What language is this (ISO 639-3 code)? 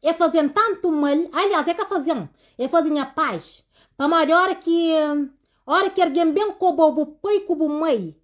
kea